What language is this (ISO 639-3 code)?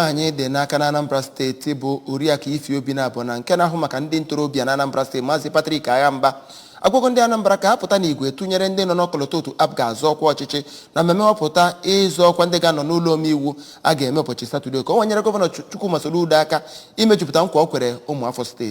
ibo